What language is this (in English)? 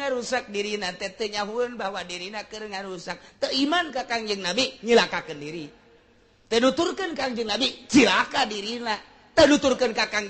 Sundanese